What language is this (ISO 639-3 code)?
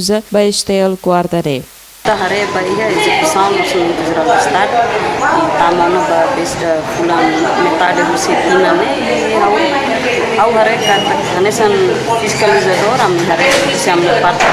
tet